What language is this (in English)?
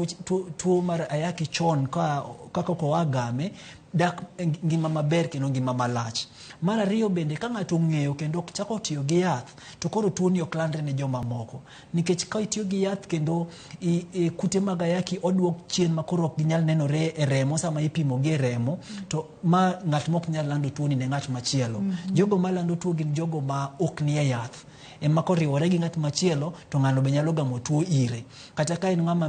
Luo (Kenya and Tanzania)